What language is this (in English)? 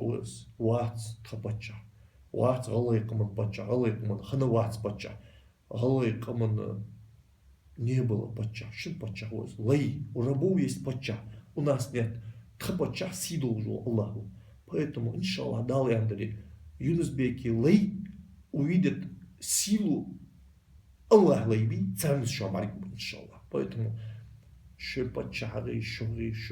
Ingush